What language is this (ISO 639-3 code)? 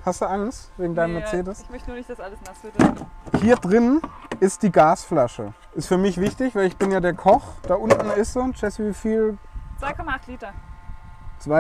deu